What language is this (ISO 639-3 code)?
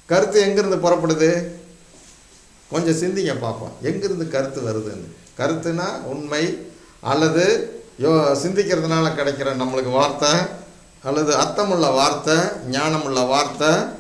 tam